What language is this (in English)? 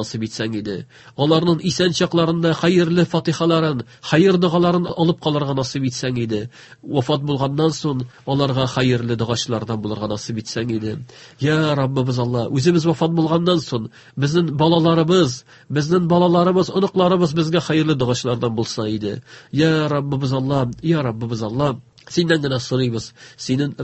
Tatar